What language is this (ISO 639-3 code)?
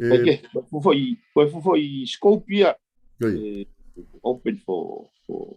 ton